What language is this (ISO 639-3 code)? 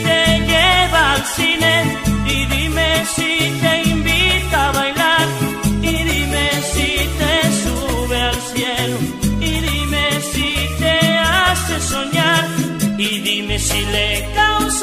spa